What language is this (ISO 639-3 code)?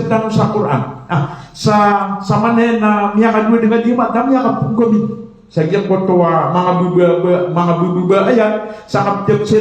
mrw